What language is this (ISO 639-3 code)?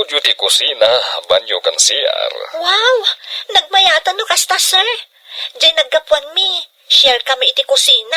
ilo